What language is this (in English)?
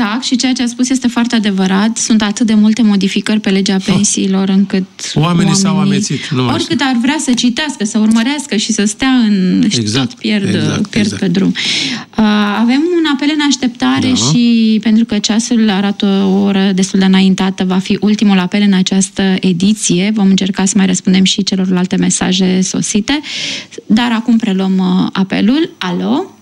Romanian